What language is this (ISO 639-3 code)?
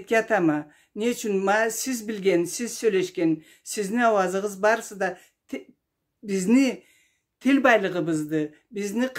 krc